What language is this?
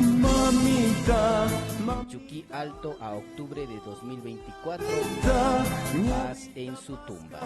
Imbabura Highland Quichua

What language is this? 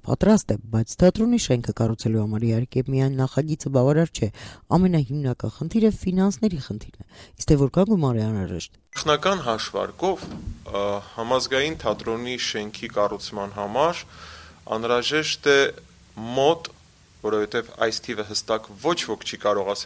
Armenian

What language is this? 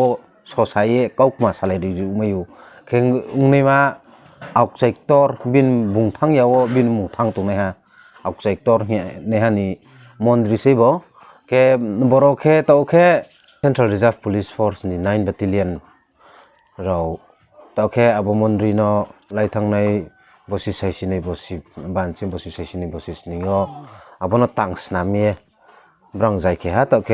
Riang (India)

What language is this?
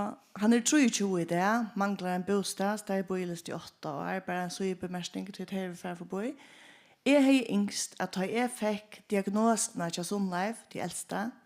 Faroese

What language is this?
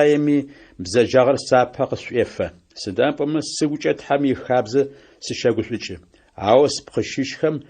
Adyghe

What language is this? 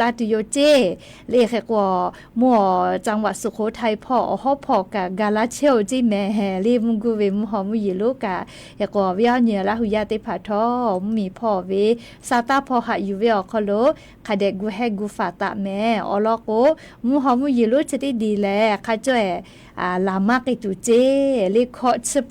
Lahu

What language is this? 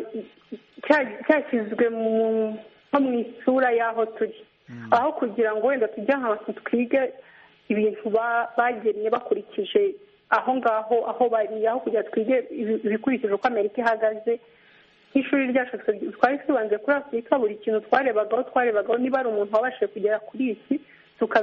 Kinyarwanda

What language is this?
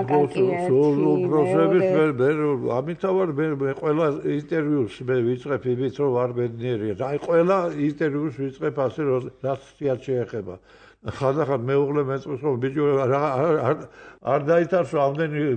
Georgian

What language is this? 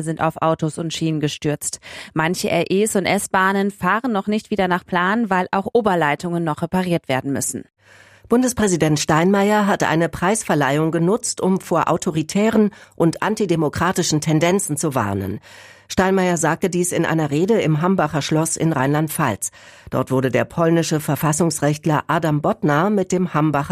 German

